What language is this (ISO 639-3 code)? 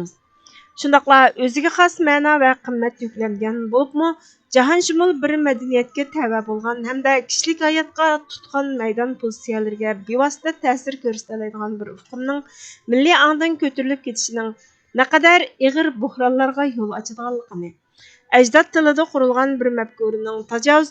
uig